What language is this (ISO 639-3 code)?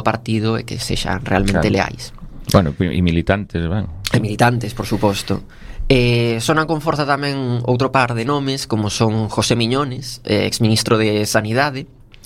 glg